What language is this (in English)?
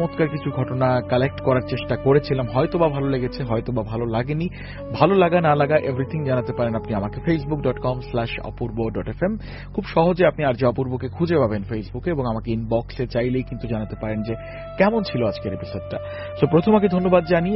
Bangla